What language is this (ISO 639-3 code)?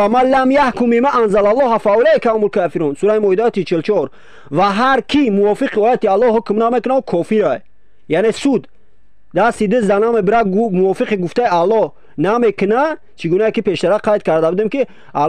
tgk